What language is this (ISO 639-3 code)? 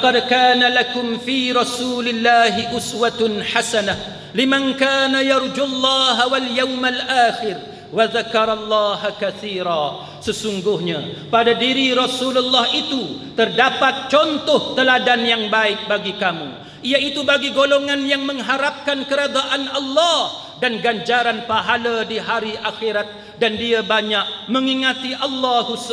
msa